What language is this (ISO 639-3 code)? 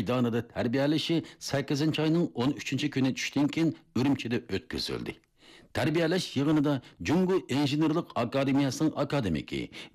uig